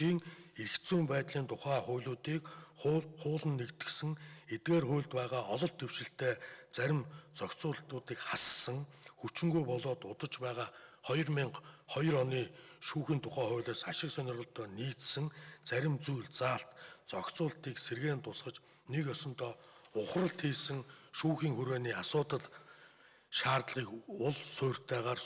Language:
Mongolian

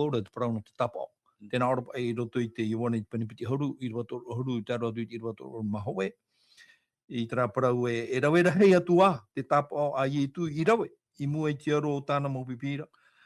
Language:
Tahitian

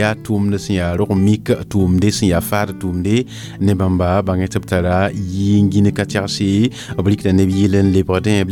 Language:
Mossi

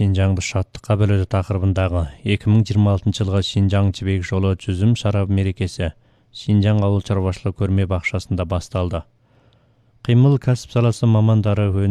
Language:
Kazakh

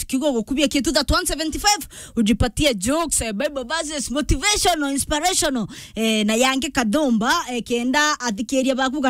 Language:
Meru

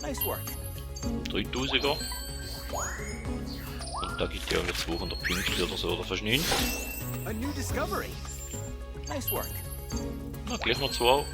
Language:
Swiss German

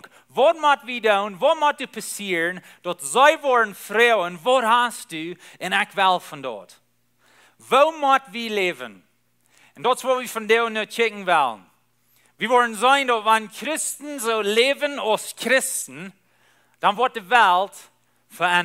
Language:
Plautdietsch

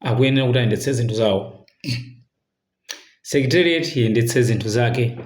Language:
Nyanja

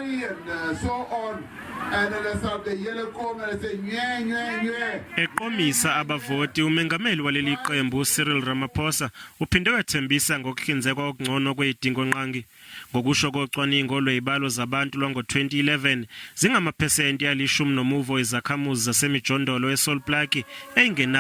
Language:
Zulu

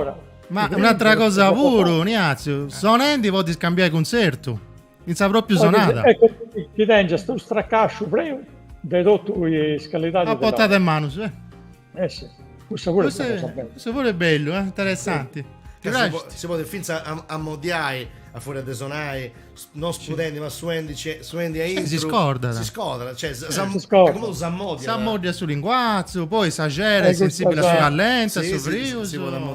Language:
Sardinian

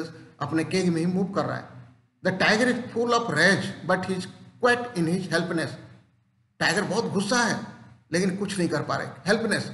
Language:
Hindi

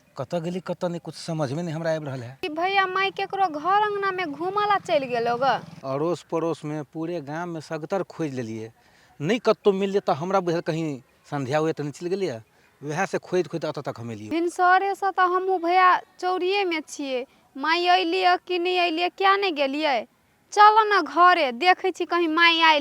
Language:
Maithili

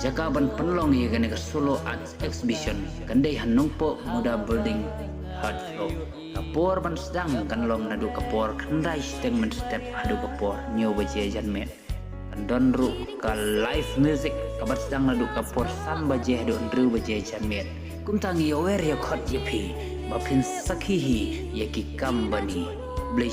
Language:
Khasi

